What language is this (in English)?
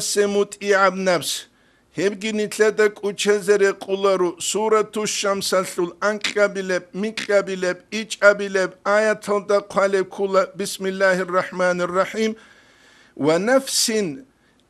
Avaric